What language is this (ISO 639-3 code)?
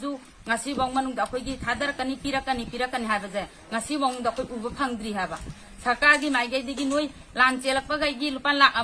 mni